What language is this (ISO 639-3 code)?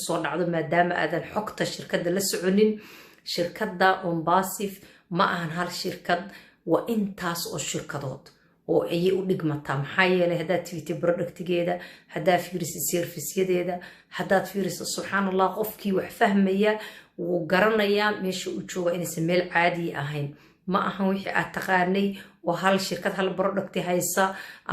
som